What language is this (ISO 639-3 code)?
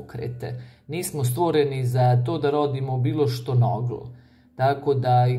hrv